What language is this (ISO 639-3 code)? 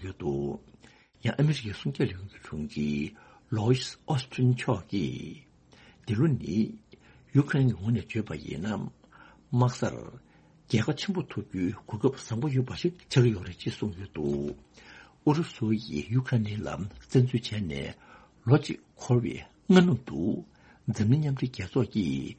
bod